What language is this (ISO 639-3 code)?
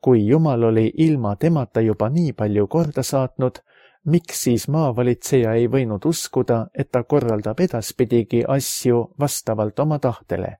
est